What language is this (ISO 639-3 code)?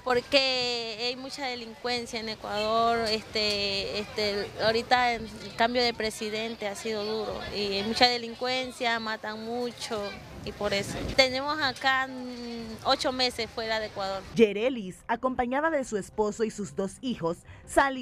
spa